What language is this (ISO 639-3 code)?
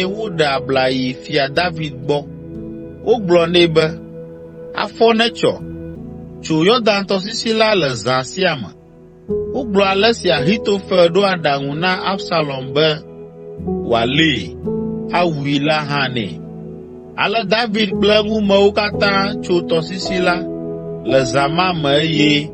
ewe